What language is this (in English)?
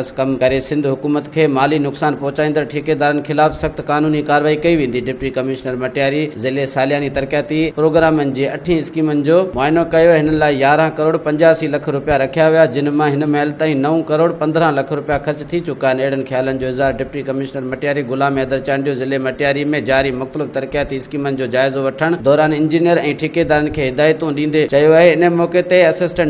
Sindhi